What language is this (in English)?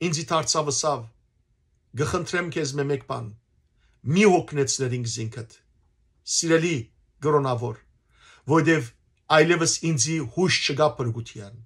Western Armenian